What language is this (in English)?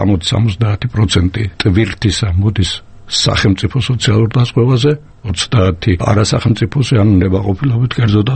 Georgian